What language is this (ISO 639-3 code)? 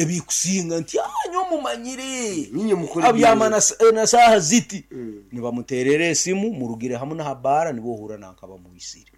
nyn